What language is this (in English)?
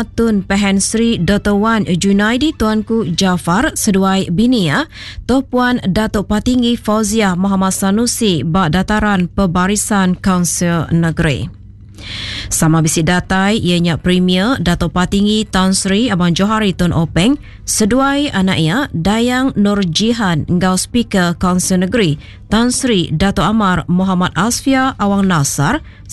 Iban